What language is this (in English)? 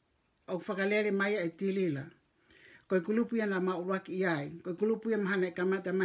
Tongan